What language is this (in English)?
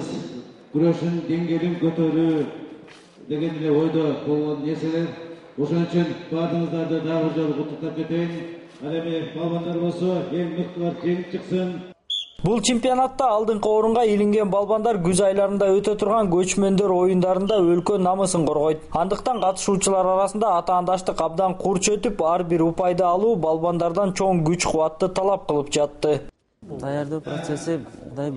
Kyrgyz